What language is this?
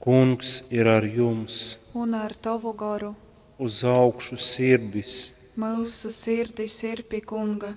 Latgalian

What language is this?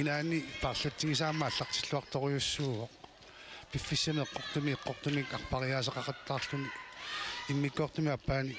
Kalaallisut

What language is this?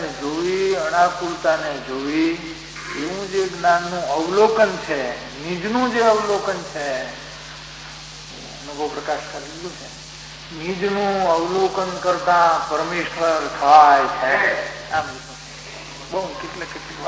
Gujarati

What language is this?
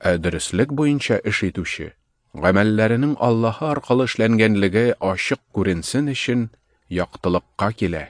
Tatar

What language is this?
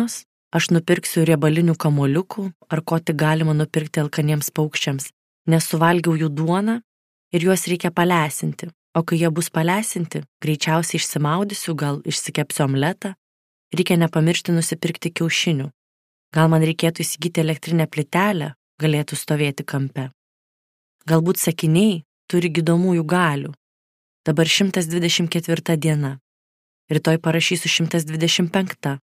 Lithuanian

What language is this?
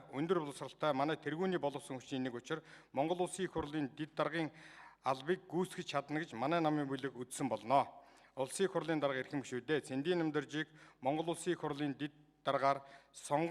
Mongolian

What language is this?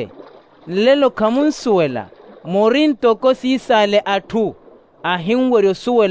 Makhuwa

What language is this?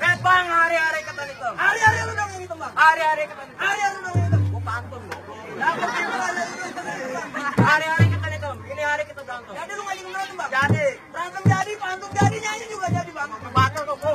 Betawi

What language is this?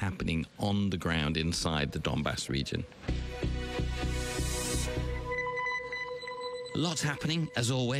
English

